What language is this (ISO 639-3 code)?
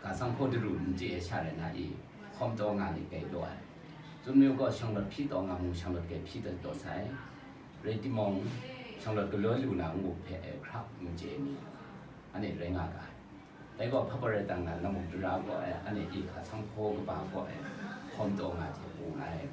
kac